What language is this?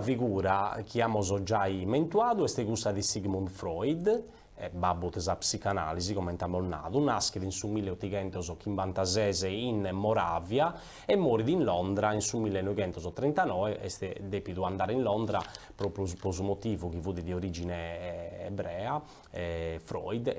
Sardinian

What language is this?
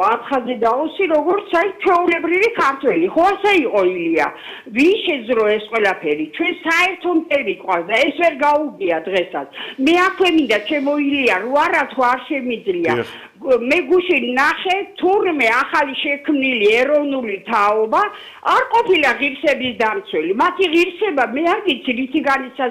Georgian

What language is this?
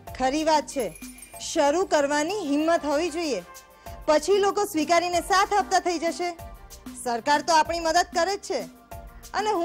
Gujarati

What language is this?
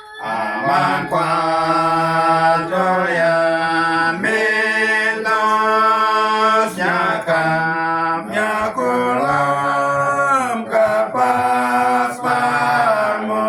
Uduk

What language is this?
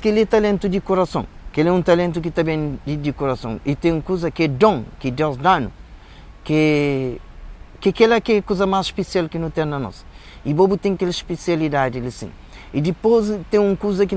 Kabuverdianu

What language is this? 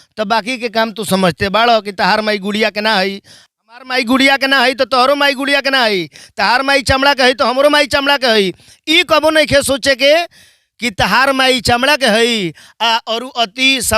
Bhojpuri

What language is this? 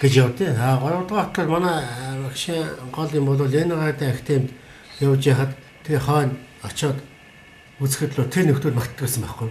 Mongolian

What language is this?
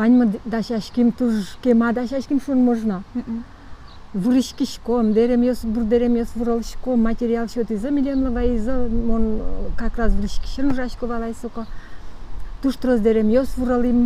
Udmurt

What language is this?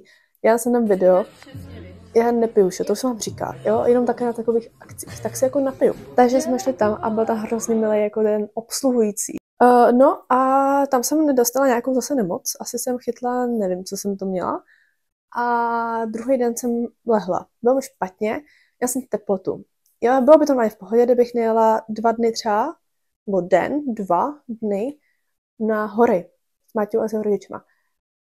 Czech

